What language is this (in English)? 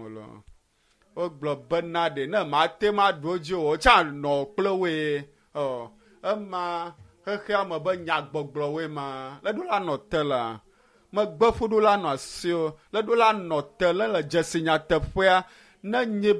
Ewe